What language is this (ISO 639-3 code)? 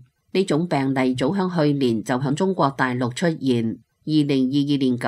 yue